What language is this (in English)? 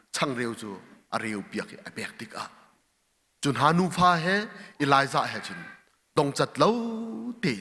Hakha Chin